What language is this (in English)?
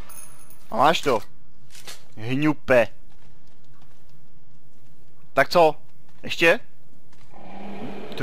Czech